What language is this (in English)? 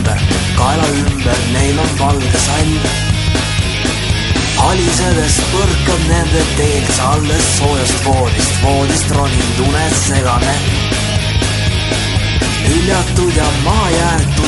Estonian